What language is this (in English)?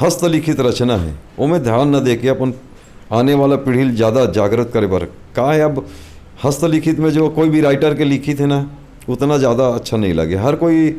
Chhattisgarhi